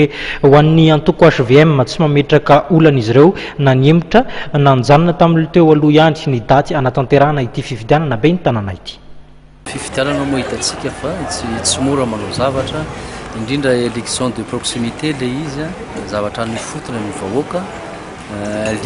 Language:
Malagasy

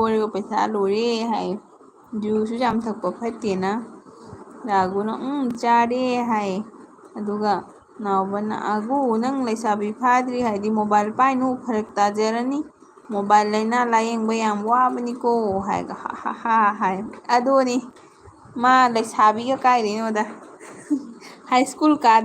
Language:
Manipuri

